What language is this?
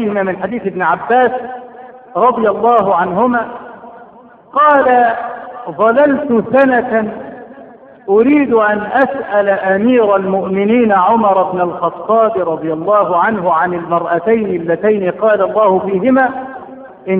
Arabic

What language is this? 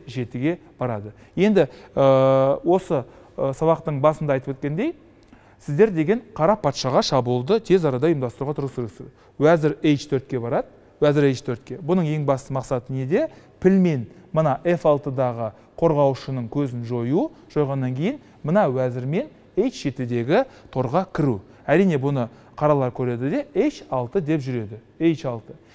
Kazakh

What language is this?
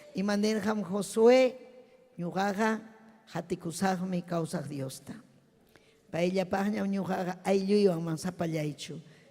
Ayacucho Quechua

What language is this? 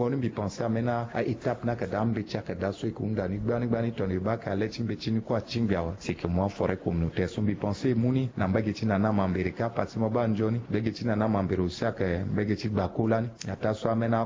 Sango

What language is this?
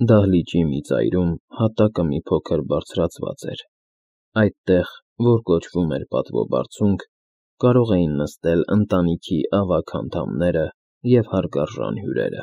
Armenian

